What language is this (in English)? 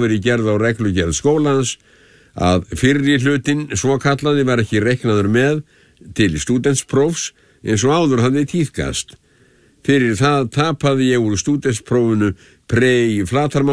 Icelandic